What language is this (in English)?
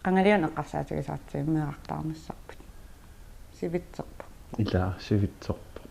Kalaallisut